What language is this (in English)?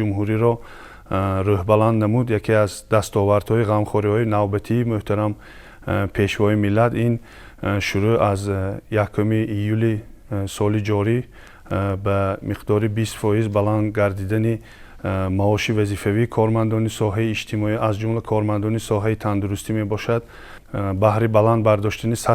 Tajik